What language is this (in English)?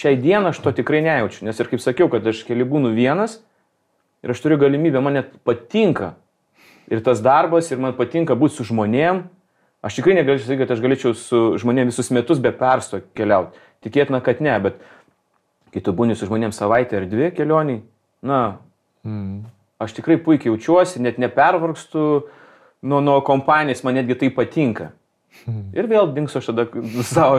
Lithuanian